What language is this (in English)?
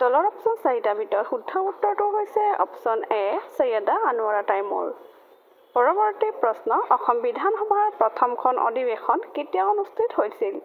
Assamese